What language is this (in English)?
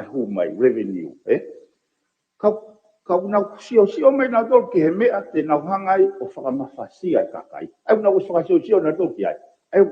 Tongan